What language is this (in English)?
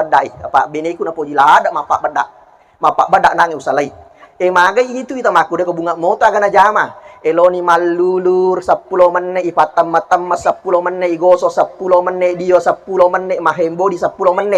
Buginese